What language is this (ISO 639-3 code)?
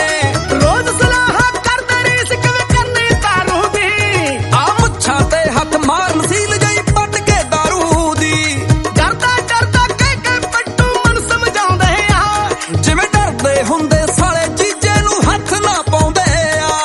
pan